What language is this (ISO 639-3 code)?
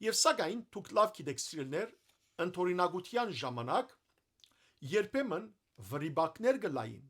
hyw